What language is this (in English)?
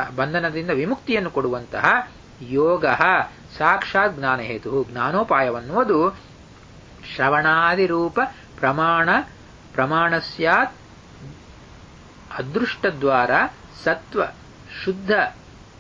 Kannada